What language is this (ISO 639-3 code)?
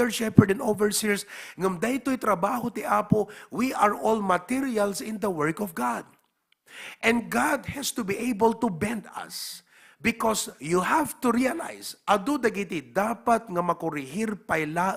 ilo